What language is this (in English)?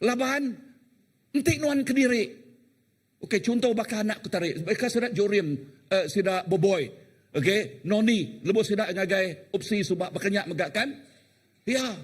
Iban